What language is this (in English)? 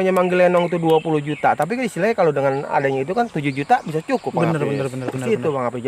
Betawi